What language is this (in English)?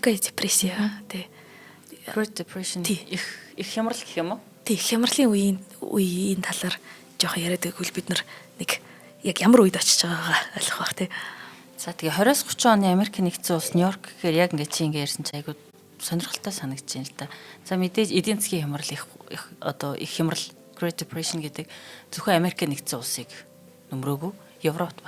Mongolian